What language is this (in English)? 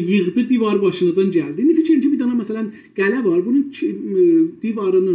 South Azerbaijani